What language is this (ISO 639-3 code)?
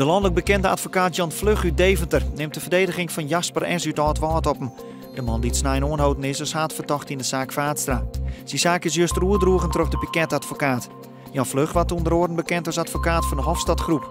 fry